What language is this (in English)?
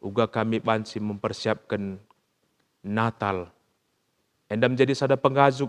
Batak Karo